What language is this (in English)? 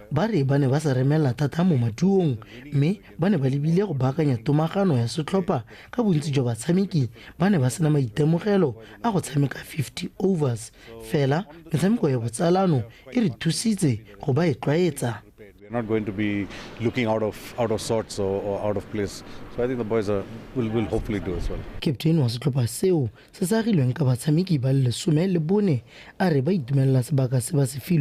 Tswana